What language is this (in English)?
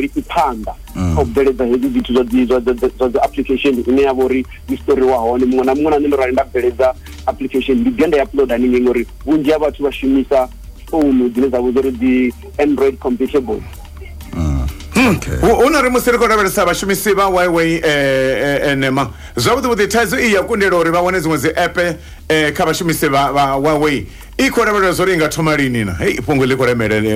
Venda